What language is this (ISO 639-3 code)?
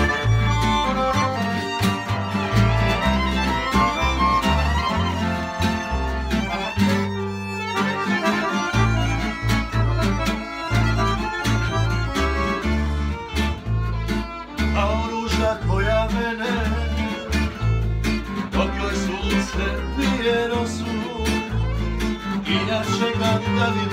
hrv